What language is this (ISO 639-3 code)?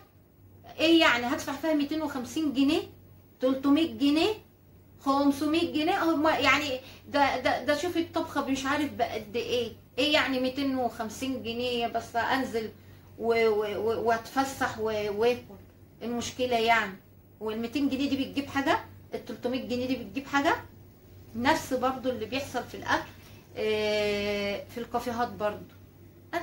arz